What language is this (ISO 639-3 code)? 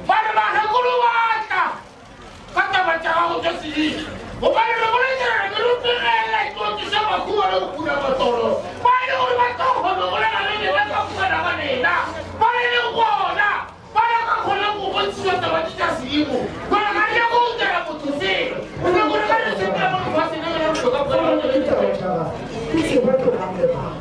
nso